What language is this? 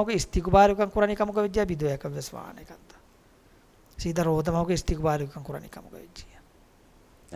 Divehi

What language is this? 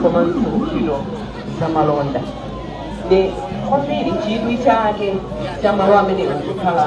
Nyanja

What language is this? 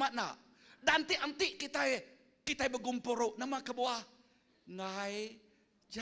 Iban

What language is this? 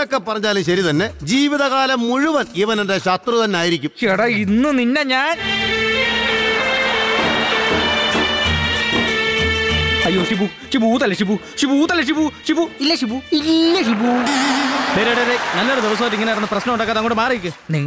Malayalam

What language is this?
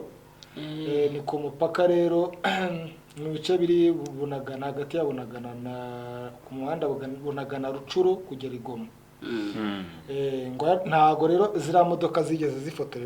Kinyarwanda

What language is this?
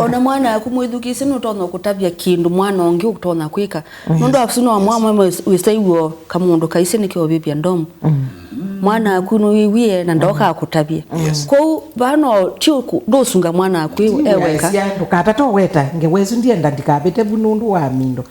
Kamba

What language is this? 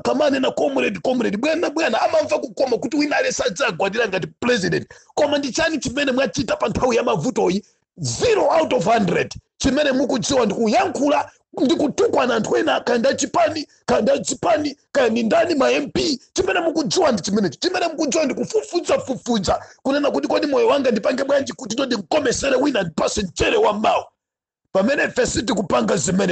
Nyanja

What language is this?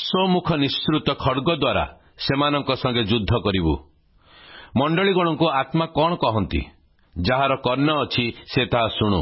Odia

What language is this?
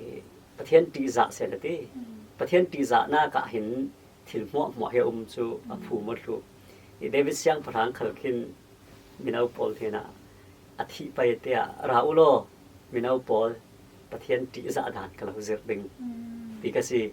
Falam Chin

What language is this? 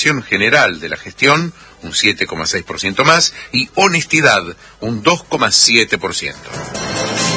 Spanish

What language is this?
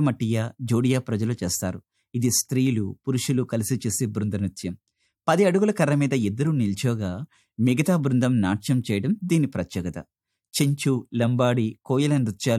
Telugu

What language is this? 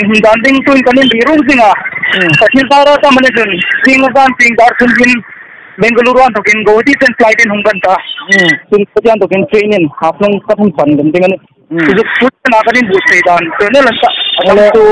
Hmar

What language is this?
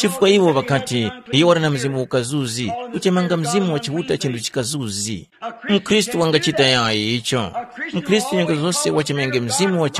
Tumbuka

